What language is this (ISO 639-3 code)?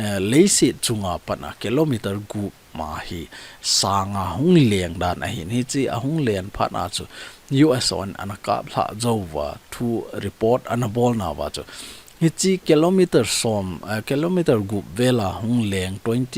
tcz